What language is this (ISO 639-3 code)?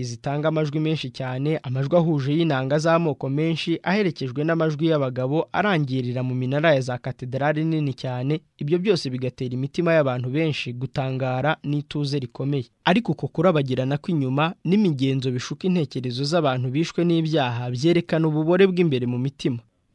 kin